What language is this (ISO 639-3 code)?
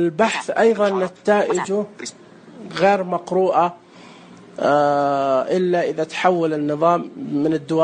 ars